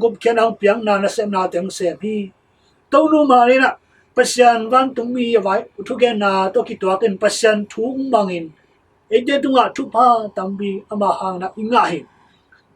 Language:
Tedim Chin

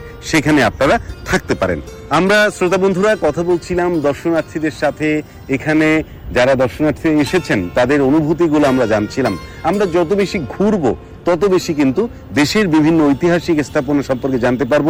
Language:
Bangla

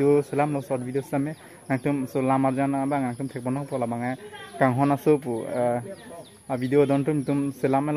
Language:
Karbi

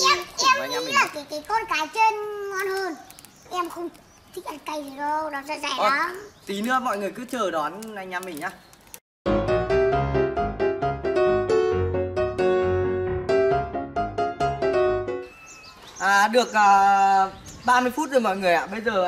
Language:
Vietnamese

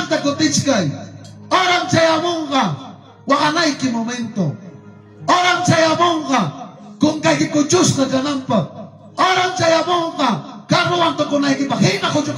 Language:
Ayacucho Quechua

